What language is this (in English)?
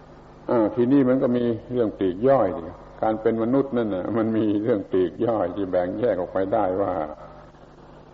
Thai